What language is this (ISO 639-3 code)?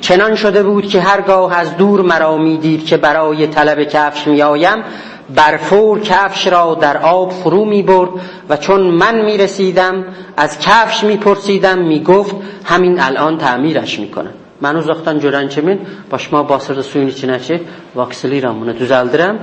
azb